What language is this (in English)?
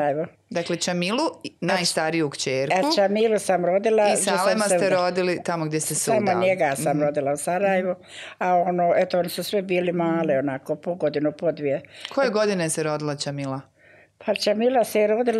Bosnian